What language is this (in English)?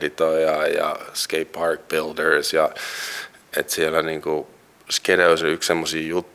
Finnish